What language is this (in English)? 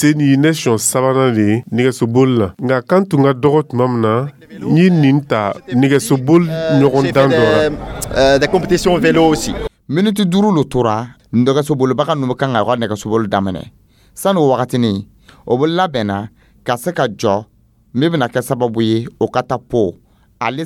Dyula